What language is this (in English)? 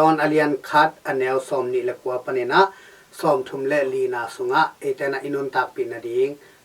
Tedim Chin